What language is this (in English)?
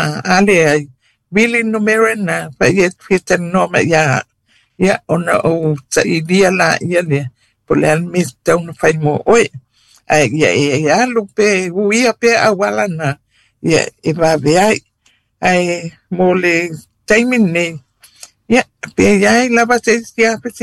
Samoan